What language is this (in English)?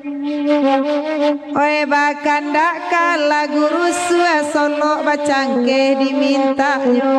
Minangkabau